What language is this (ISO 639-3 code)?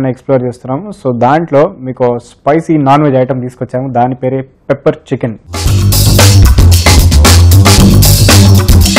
tel